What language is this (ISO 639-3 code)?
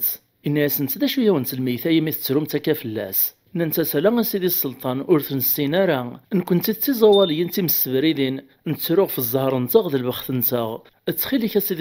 kab